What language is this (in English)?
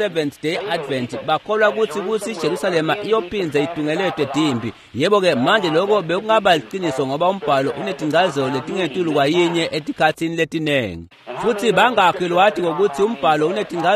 Swati